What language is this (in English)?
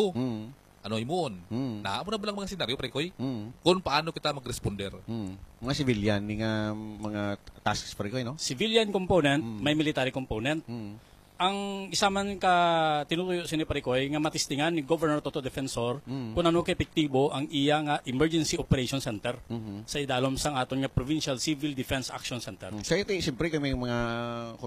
Hiligaynon